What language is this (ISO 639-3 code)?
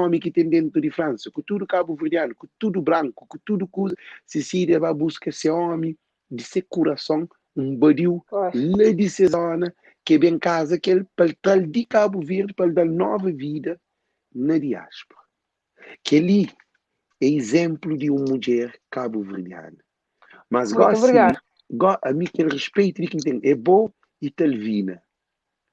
kea